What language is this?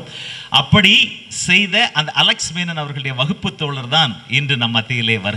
Tamil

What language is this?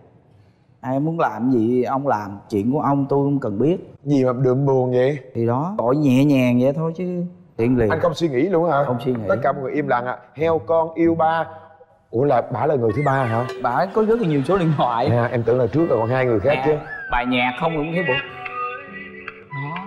Vietnamese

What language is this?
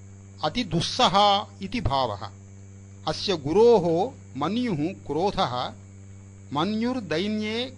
Sanskrit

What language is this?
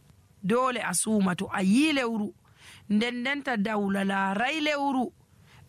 Nigerian Fulfulde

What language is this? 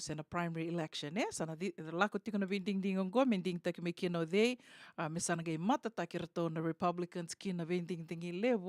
Fijian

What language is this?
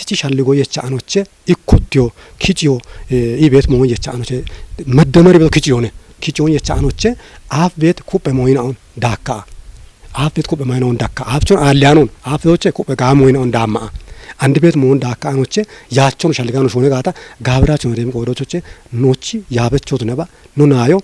Kafa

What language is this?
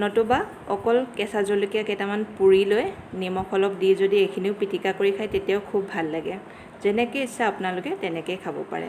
Assamese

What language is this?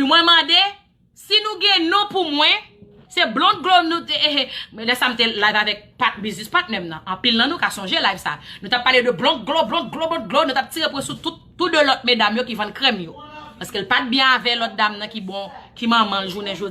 Haitian Creole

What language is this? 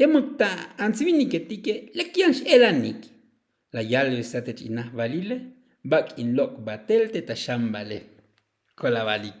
Tzotzil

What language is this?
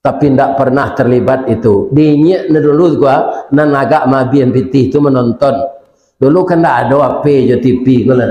Minangkabau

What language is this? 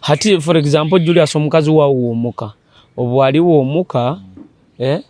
Nyoro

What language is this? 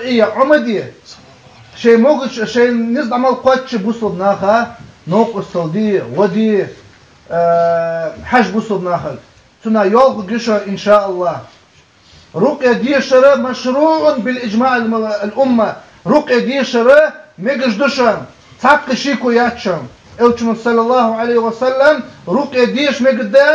Ingush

